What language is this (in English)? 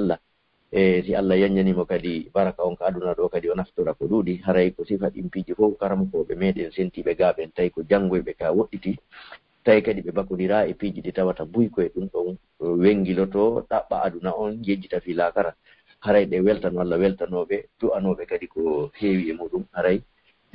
Pular